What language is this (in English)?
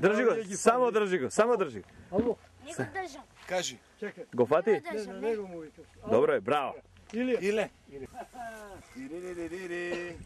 Macedonian